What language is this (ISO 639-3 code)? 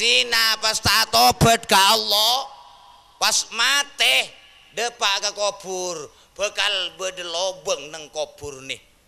mad